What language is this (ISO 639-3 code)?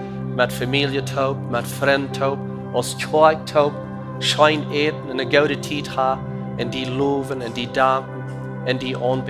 pdt